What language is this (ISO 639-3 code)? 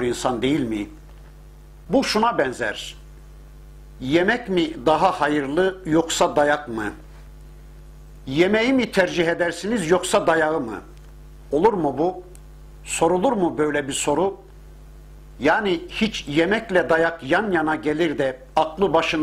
tur